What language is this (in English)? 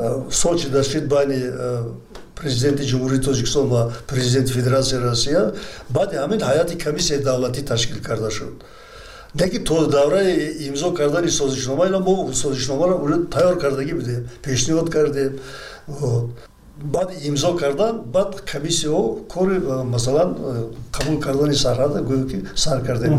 Tajik